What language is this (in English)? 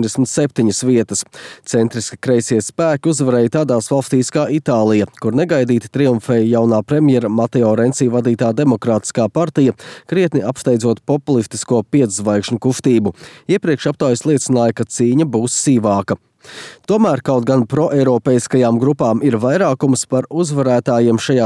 Latvian